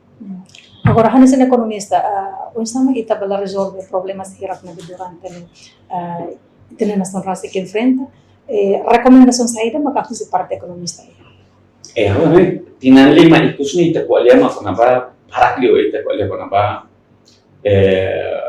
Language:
Tetum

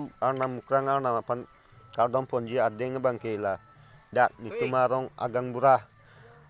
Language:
Karbi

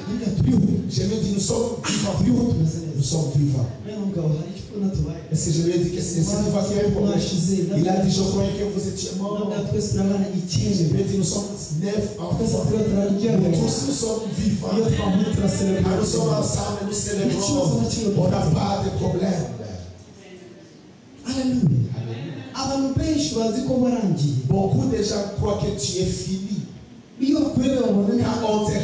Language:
Kinyarwanda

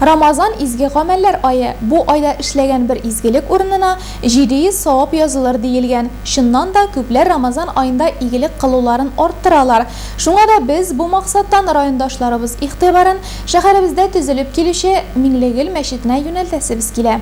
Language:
Tatar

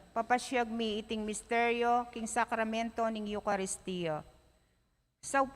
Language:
Pampanga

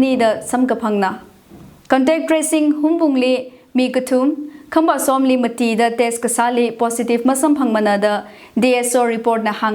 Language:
Tangkhul Naga (India)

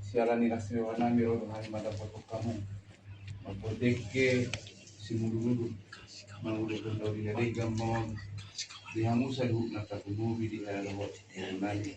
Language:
Batak Toba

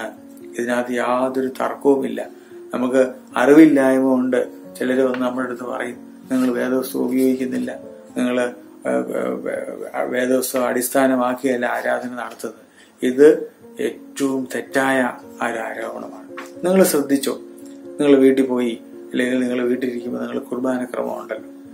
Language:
Malayalam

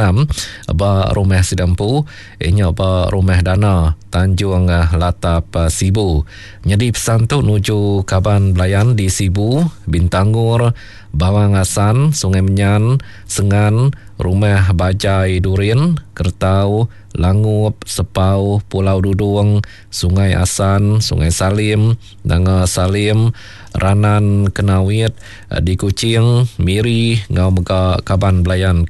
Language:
Iban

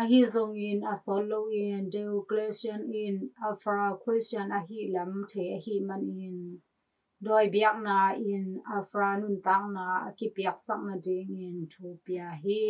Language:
Tedim Chin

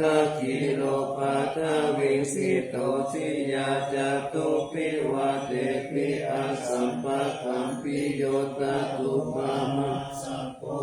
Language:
Pali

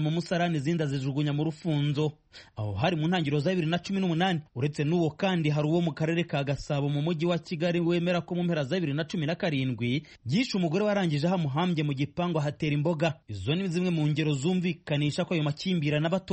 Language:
Kinyarwanda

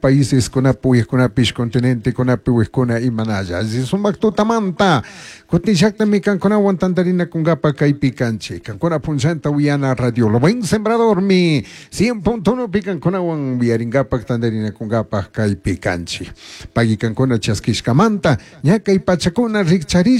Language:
Chimborazo Highland Quichua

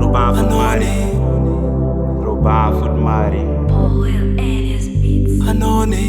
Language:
Acoli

